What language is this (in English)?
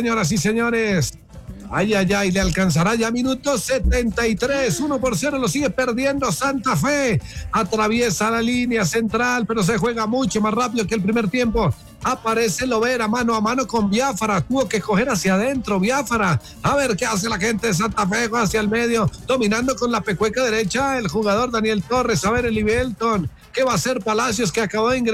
Spanish